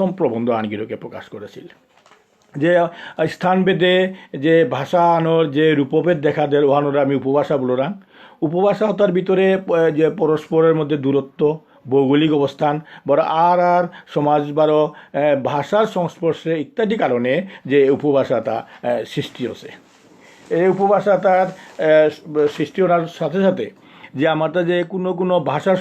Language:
Bishnupriya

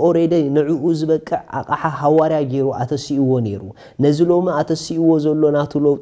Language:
Tigrinya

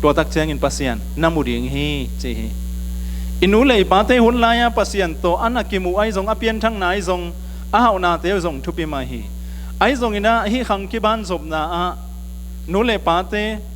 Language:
Tedim Chin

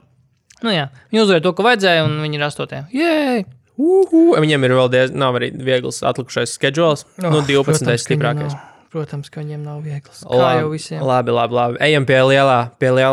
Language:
Latvian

